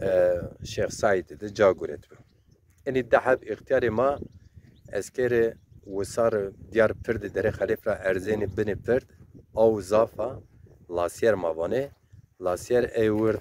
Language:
Zaza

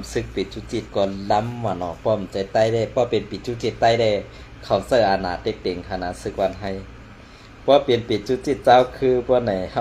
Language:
Shan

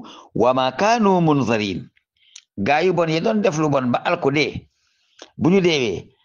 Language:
Wolof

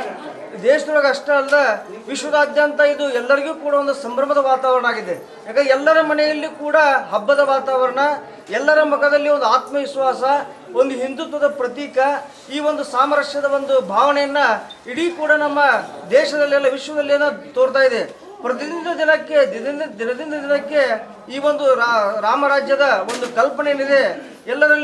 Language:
Kannada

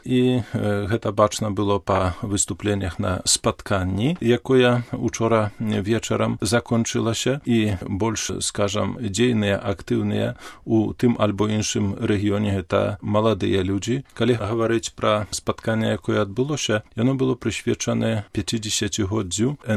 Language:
Belarusian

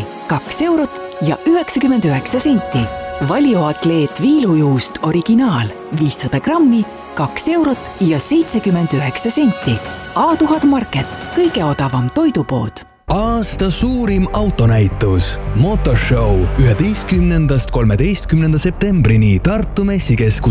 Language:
Estonian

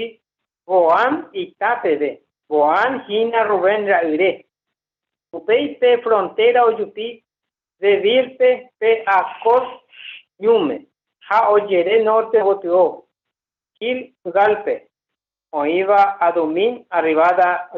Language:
Guarani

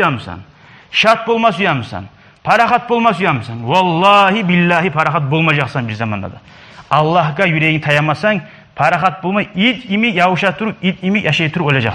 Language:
Kumyk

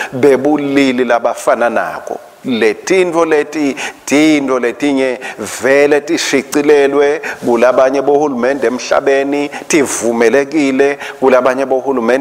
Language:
Swati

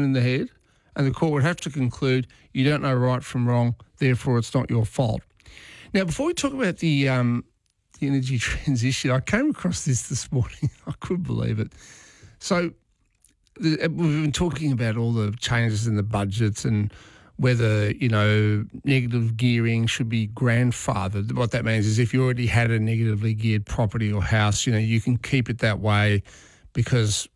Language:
English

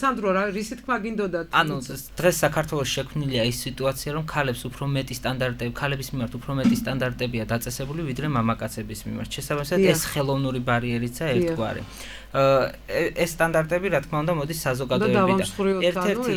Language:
Georgian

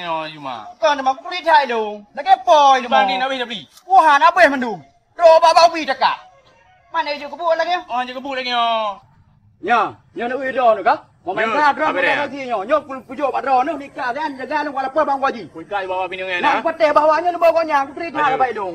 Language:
Achinese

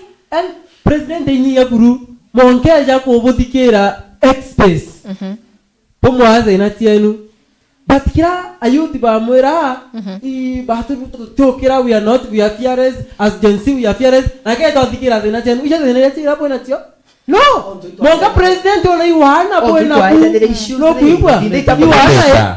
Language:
Meru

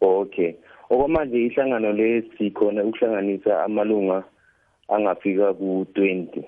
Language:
South Ndebele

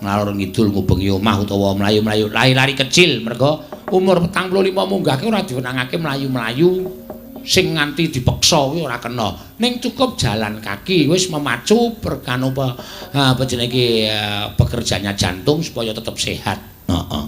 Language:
Javanese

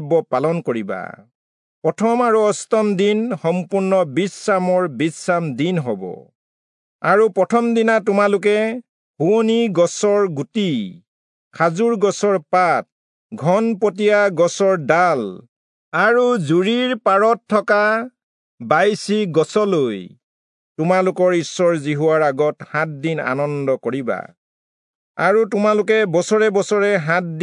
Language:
Assamese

